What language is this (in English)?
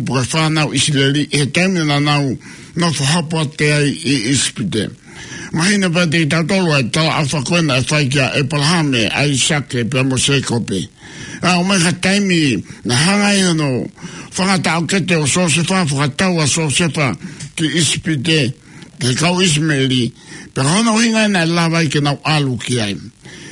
Tongan